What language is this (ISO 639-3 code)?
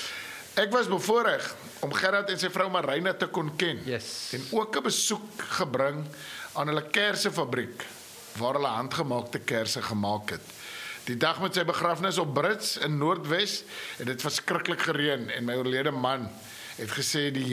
afr